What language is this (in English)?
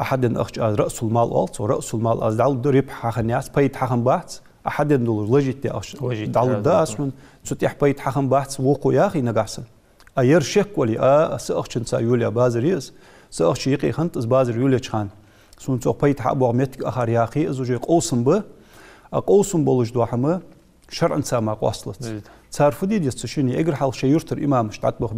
Ingush